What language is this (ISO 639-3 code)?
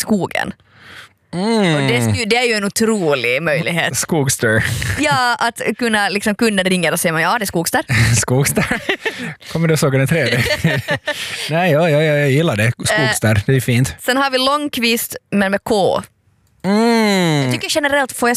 swe